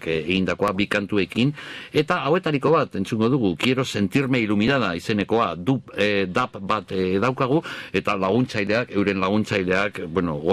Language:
Basque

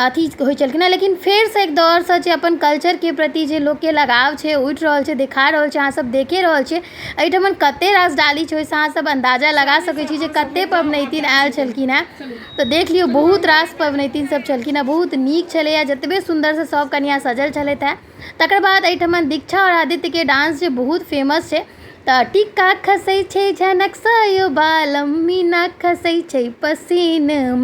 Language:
Maithili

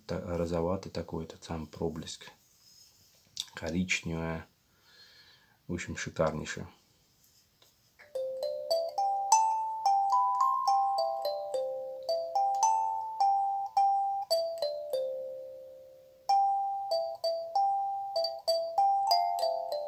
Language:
Russian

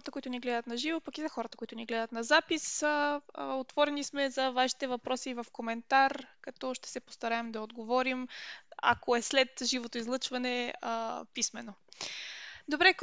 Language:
Bulgarian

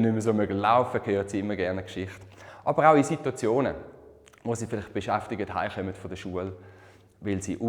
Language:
Swiss German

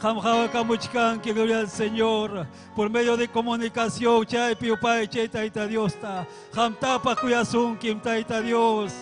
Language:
Ayacucho Quechua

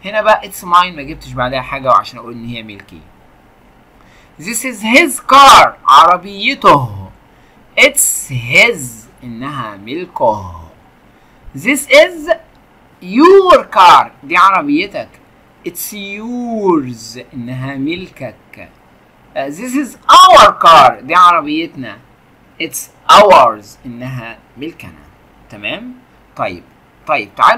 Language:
Egyptian Arabic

